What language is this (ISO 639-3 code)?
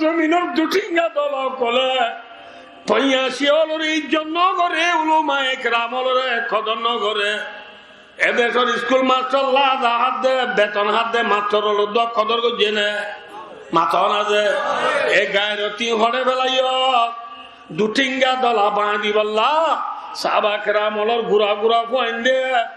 rhg